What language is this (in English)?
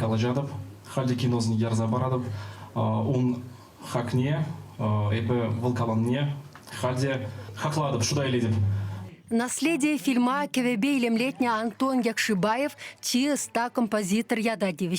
Chuvash